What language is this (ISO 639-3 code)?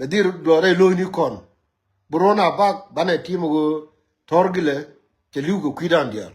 nus